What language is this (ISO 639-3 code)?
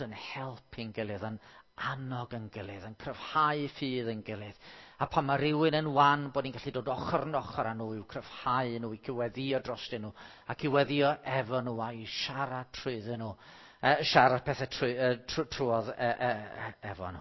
cym